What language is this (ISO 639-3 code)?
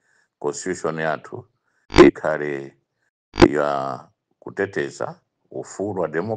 nya